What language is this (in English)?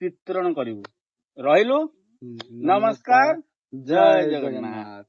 Odia